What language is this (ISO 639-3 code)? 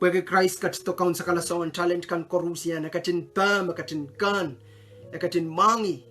pon